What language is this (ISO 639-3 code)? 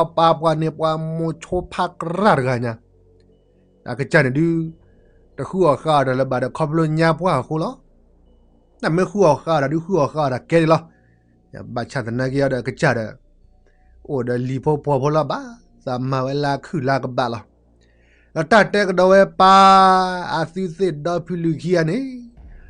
ksw